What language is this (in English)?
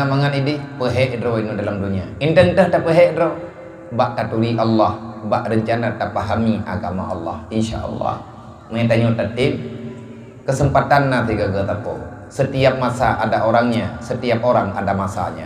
Achinese